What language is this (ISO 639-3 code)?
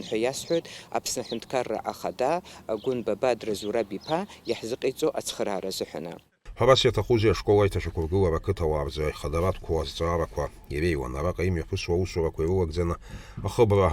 abk